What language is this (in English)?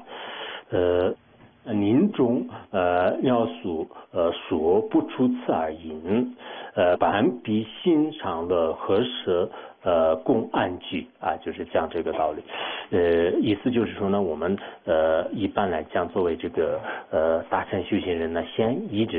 Chinese